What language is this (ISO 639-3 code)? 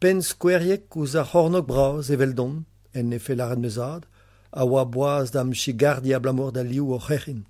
bre